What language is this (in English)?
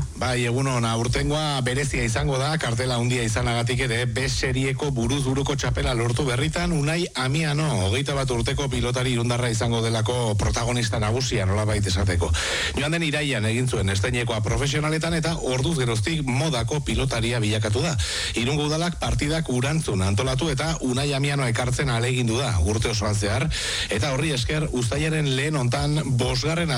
Basque